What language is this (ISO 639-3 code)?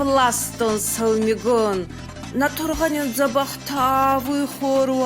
oss